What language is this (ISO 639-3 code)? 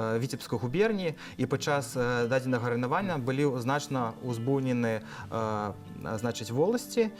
bel